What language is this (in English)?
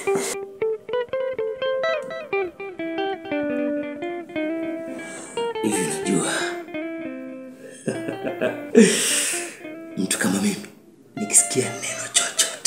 Swahili